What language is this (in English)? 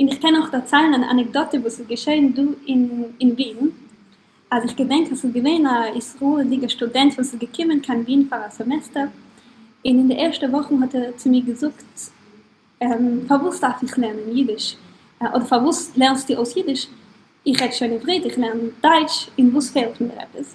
Yiddish